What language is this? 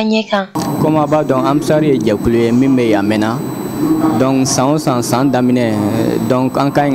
Bambara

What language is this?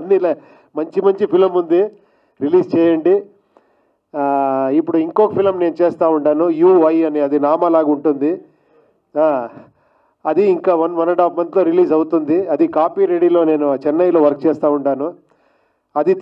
Telugu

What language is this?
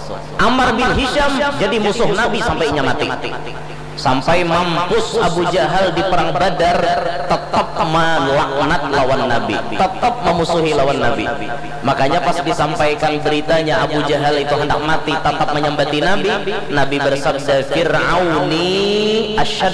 Banjar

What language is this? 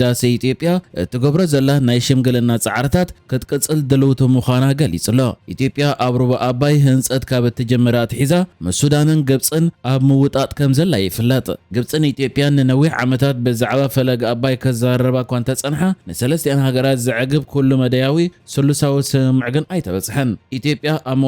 Tigrinya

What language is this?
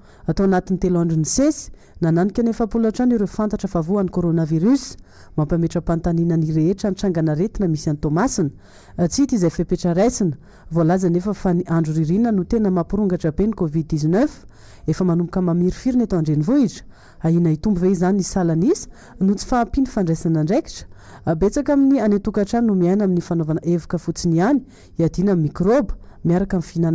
Malagasy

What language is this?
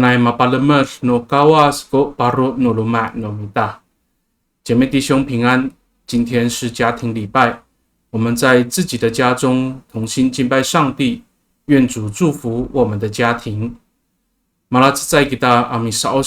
Amis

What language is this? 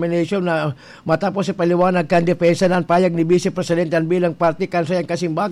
Bikol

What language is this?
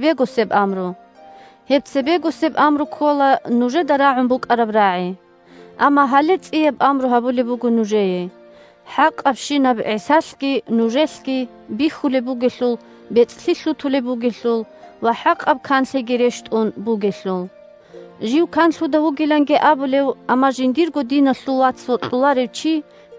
Avaric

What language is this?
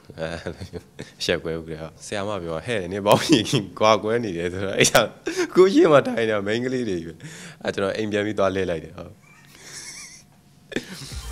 Burmese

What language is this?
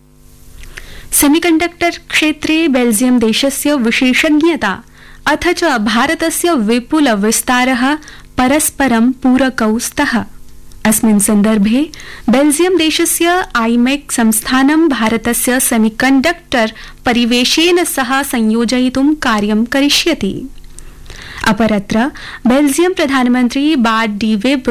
Sanskrit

